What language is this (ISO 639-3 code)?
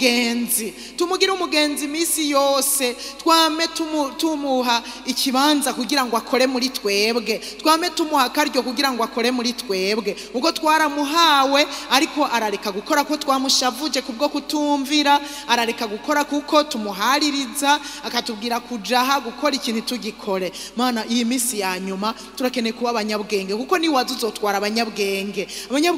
run